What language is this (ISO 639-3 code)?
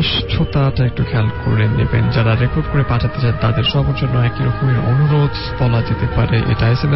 ben